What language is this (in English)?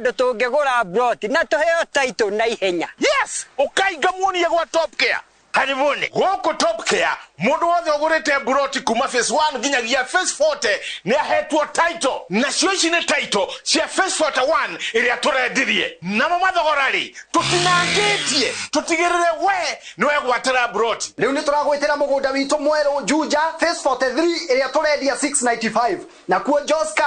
Kikuyu